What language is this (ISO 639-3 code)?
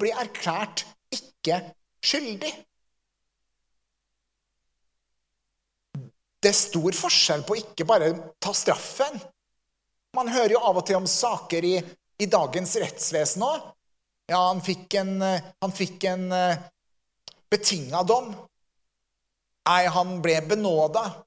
nor